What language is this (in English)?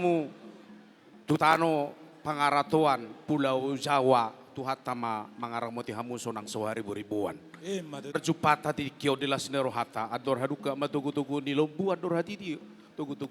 Batak Toba